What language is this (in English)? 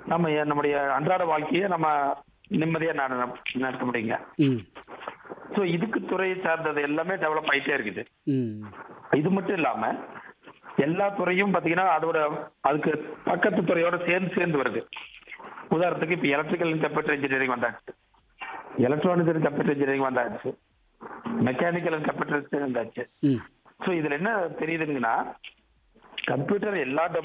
Tamil